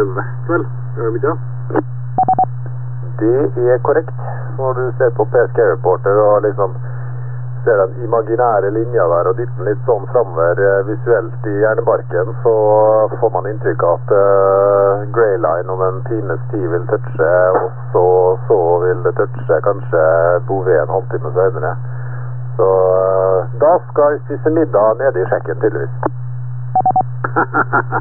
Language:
Norwegian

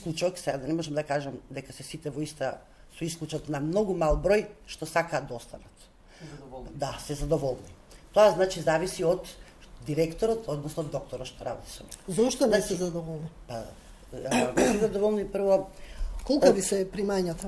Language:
Macedonian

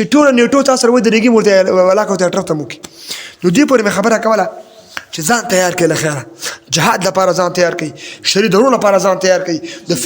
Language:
Pashto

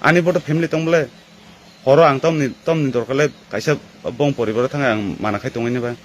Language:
Kok Borok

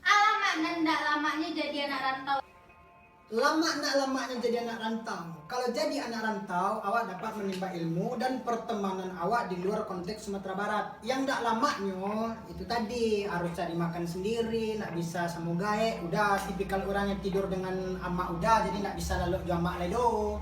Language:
Minangkabau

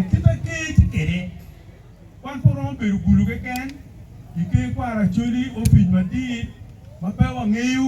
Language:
Acoli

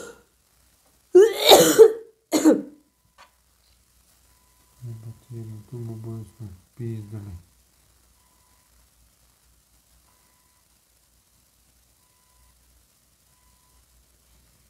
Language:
Croatian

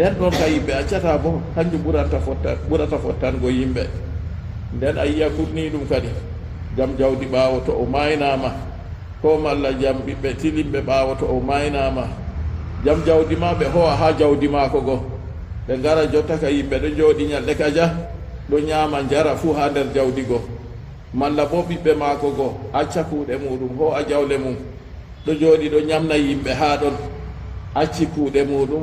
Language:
Fula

